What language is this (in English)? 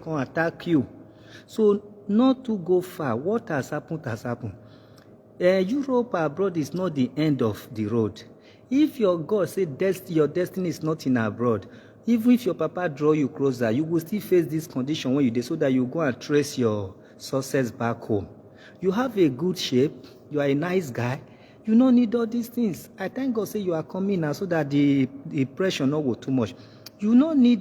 Nigerian Pidgin